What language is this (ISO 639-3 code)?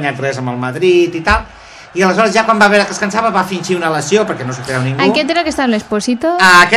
cat